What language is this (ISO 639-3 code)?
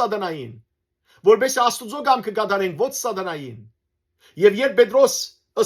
hyw